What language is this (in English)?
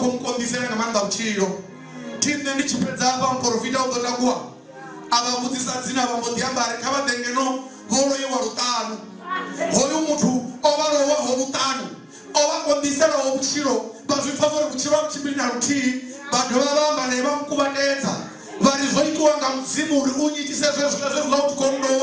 Venda